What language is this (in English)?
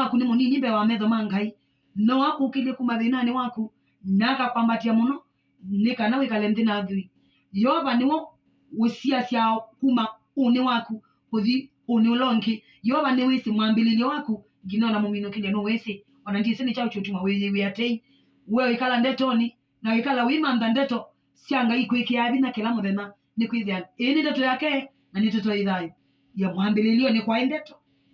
Kamba